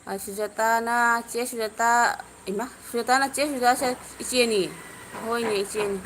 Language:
Manipuri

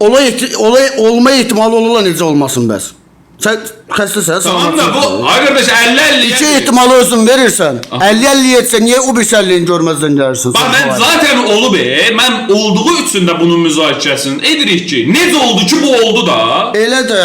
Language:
Azerbaijani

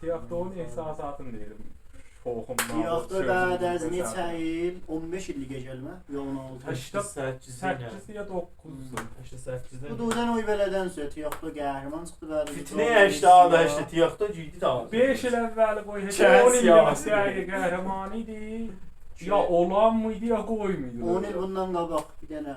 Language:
South Azerbaijani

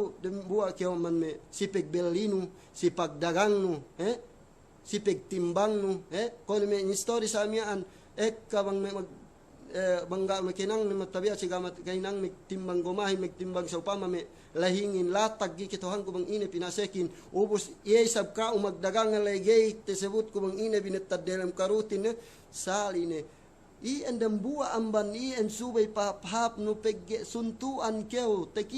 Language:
Yakan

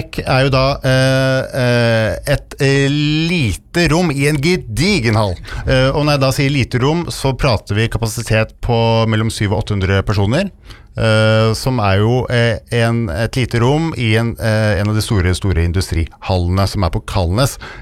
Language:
Norwegian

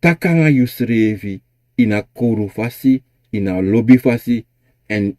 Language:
Sranan Tongo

